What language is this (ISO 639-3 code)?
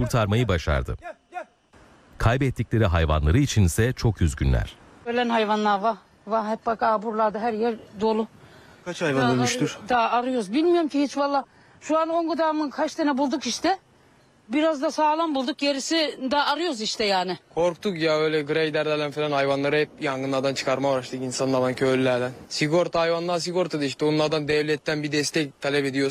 tur